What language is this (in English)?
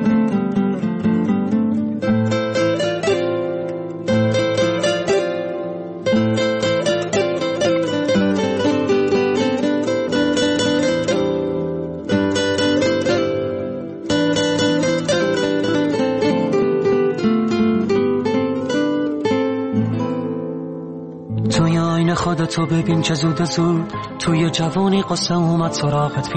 Persian